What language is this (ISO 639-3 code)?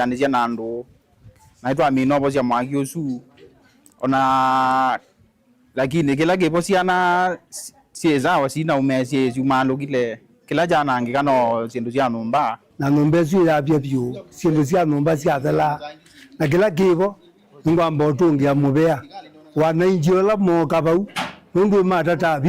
kam